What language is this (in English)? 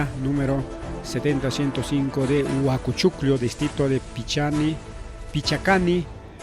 Ayacucho Quechua